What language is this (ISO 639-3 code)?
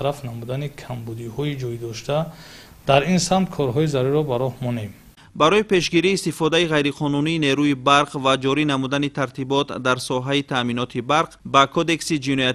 tgk